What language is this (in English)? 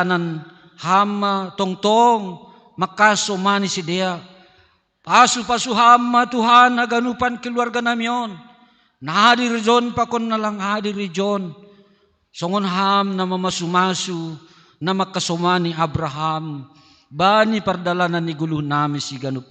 Batak Simalungun